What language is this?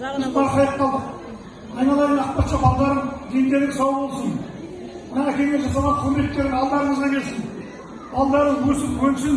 Kazakh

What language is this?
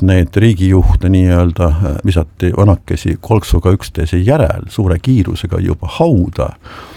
Estonian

